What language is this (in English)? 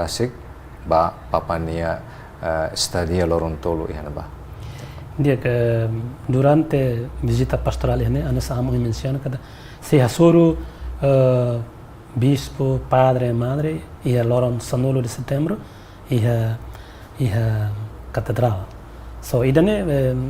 Tetum